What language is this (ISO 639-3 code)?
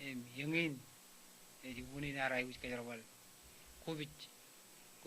mah